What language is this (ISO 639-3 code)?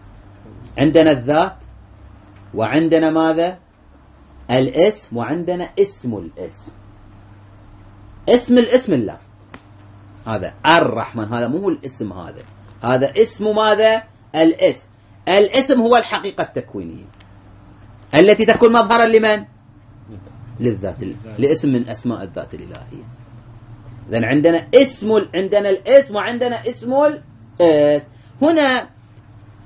ara